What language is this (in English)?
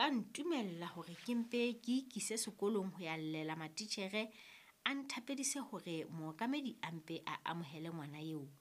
Southern Sotho